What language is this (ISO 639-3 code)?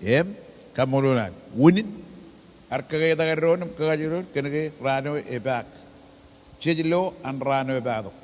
mah